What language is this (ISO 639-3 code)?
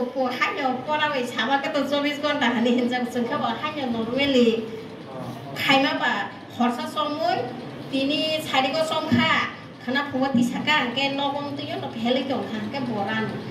trp